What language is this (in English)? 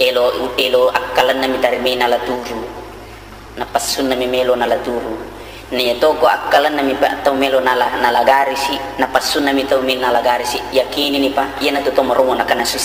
Buginese